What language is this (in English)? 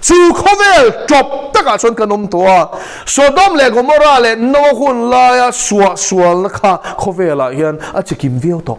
Mizo